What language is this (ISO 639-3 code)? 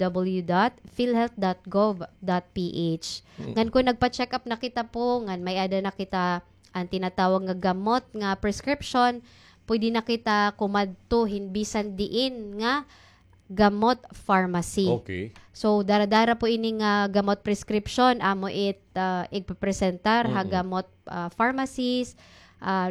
war